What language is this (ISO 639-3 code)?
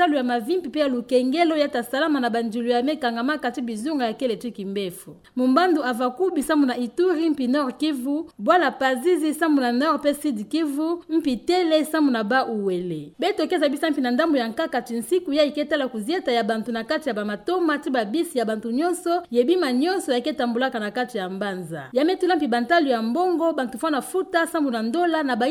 ktu